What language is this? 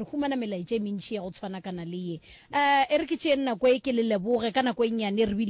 Northern Sotho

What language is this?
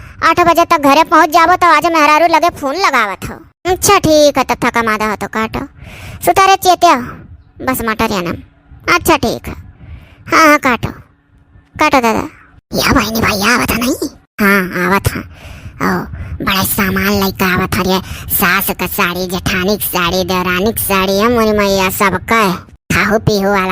Awadhi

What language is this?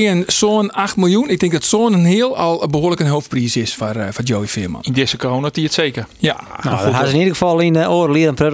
Western Frisian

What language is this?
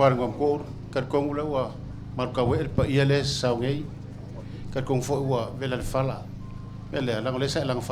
Samoan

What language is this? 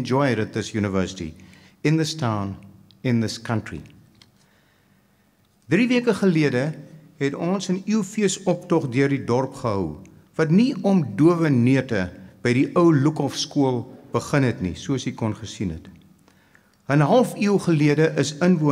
Afrikaans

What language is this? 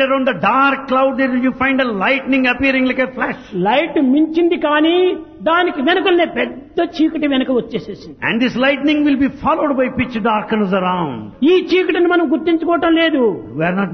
Telugu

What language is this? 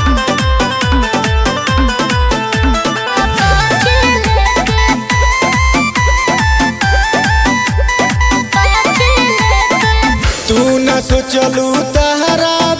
Bhojpuri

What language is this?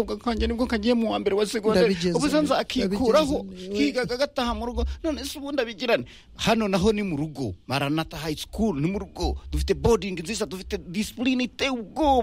Kinyarwanda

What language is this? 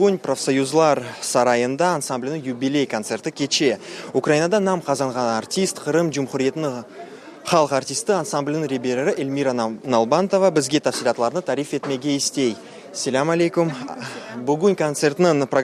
Crimean Tatar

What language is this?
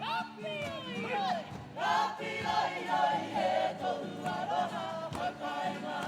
Māori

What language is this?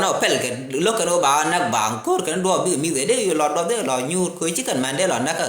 Nuer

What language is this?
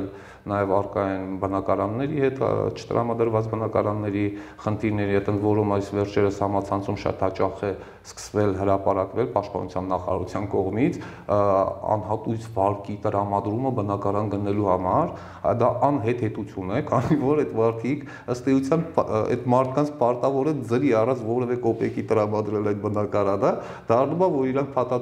Armenian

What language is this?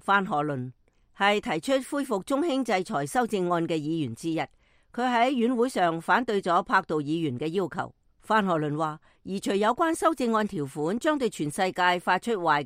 Cantonese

